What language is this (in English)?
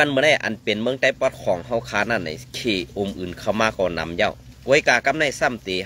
Shan